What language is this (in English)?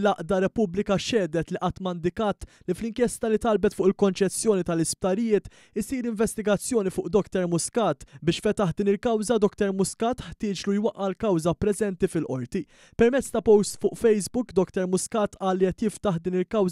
Maltese